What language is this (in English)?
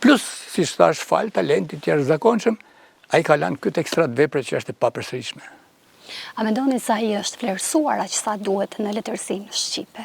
Albanian